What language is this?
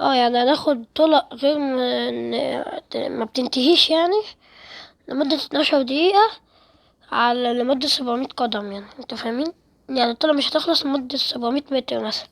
Egyptian Arabic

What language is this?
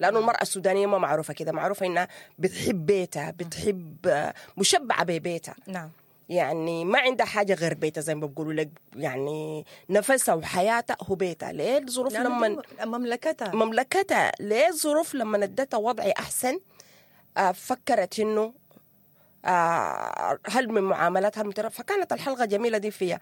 Sudanese Arabic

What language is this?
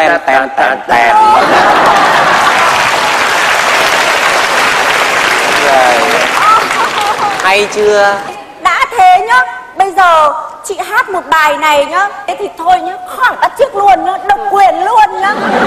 Vietnamese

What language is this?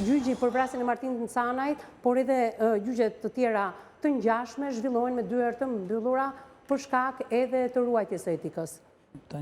Albanian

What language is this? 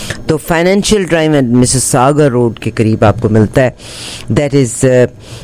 Hindi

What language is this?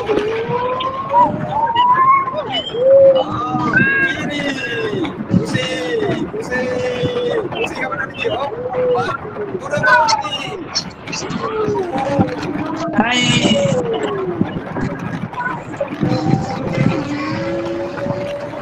Malay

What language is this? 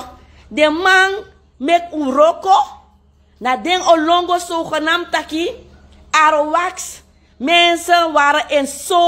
Sranan Tongo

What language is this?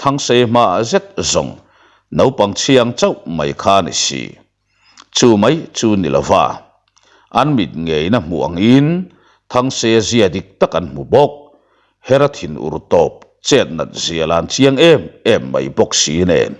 Mizo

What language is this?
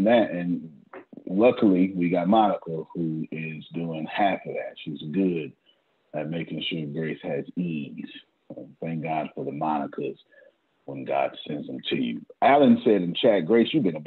English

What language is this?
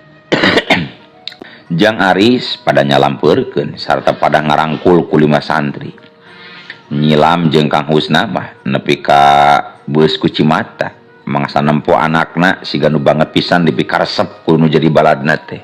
Sundanese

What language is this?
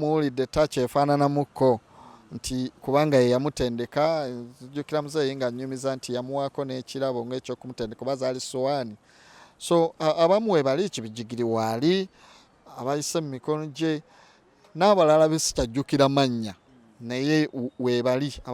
Ganda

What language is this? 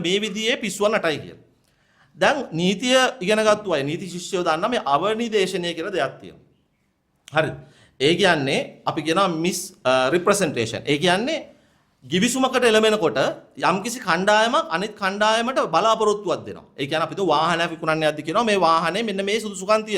Sinhala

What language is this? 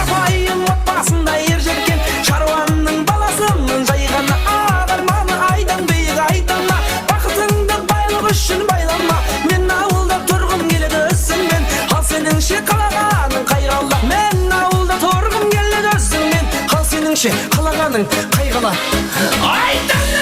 Kara-Kalpak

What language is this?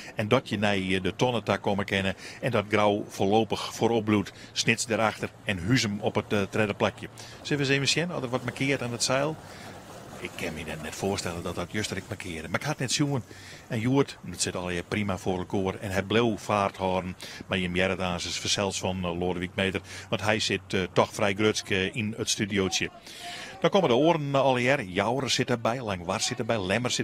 Western Frisian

